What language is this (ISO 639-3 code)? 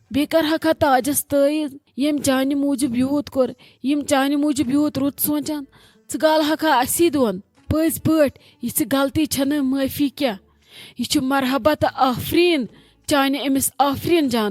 kas